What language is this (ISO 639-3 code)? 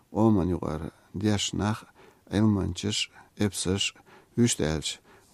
che